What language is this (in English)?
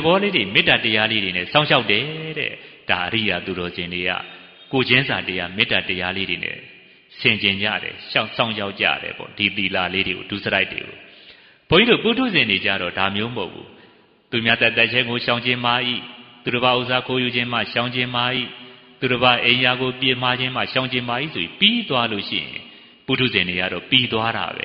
Burmese